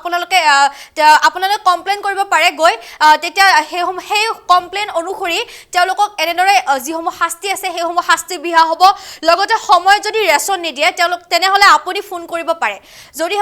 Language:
Assamese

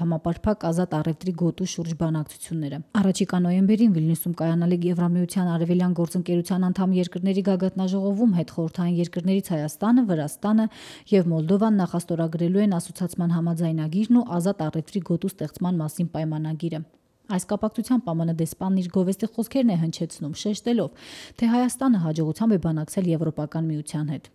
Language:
Armenian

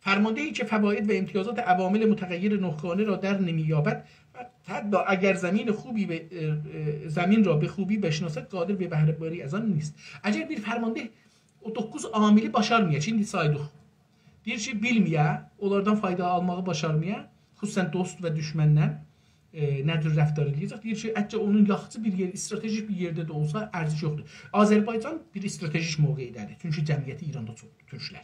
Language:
South Azerbaijani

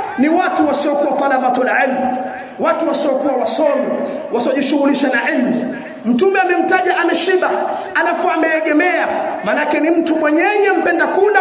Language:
Swahili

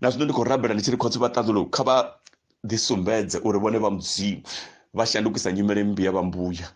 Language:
Venda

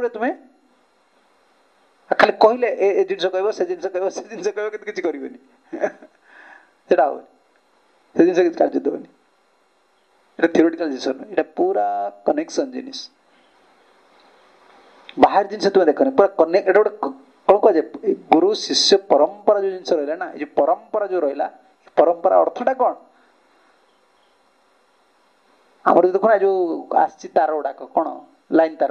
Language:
Odia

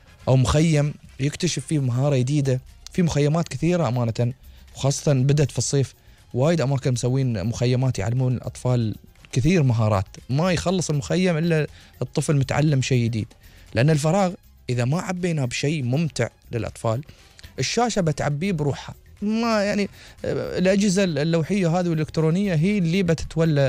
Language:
Gulf Arabic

